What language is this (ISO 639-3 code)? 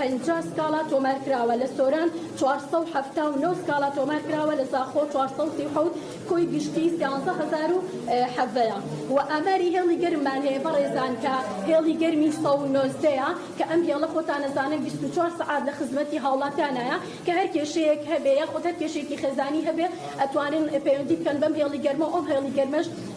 ckb